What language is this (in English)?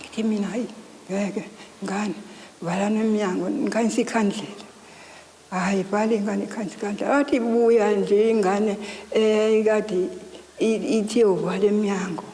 Zulu